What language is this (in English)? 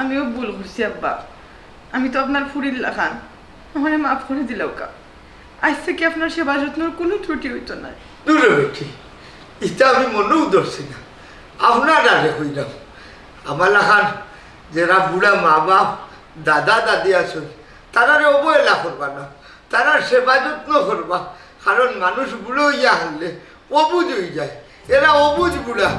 Sylheti